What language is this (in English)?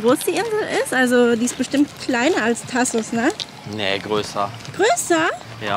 German